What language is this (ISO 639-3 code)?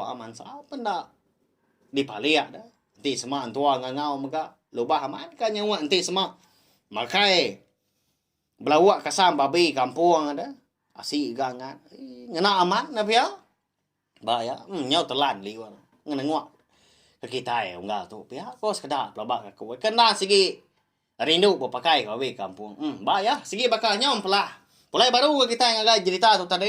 iba